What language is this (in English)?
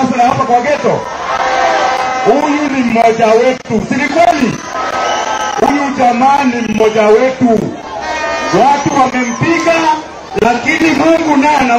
Swahili